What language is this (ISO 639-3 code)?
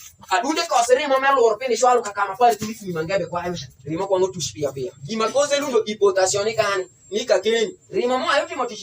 alz